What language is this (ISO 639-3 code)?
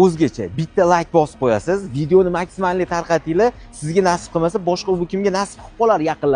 uzb